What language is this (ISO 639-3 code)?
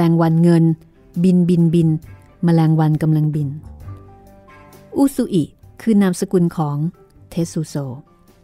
tha